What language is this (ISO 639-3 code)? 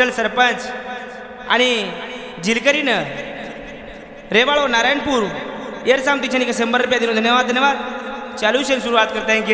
lmn